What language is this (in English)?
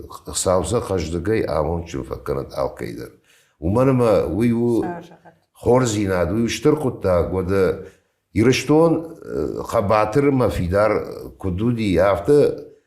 Ossetic